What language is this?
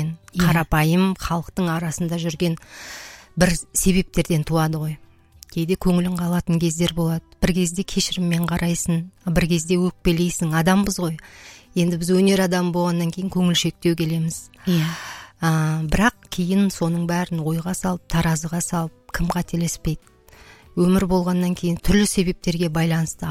Kazakh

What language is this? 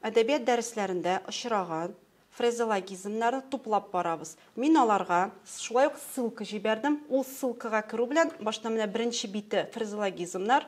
Tatar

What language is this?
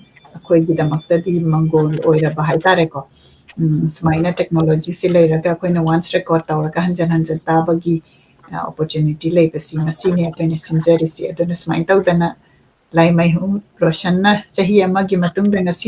Manipuri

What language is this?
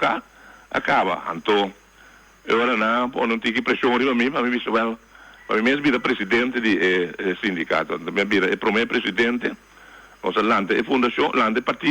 Papiamento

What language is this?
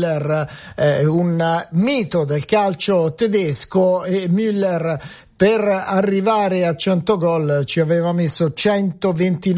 Italian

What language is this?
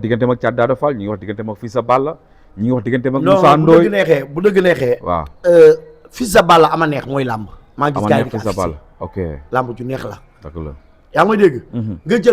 Wolof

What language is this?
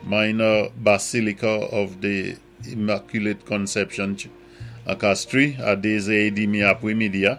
Saint Lucian Creole French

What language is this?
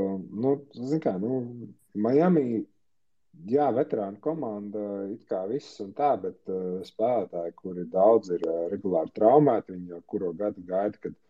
Latvian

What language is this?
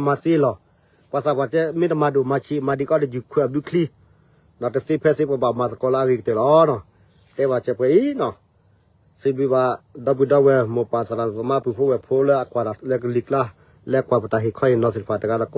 S'gaw Karen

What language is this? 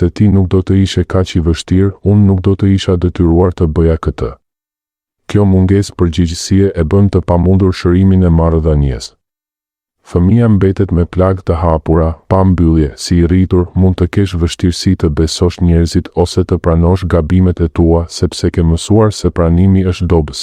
Albanian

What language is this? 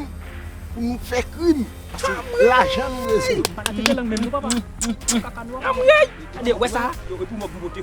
Haitian Creole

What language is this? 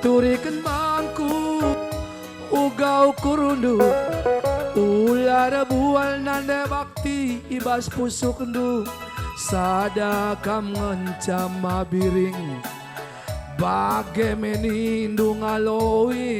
Batak Karo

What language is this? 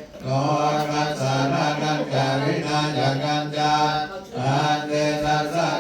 Pali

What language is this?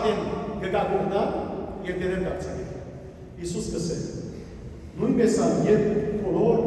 Western Armenian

